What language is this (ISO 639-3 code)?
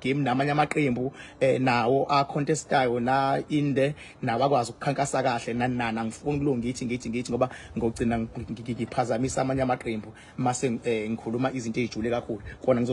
zul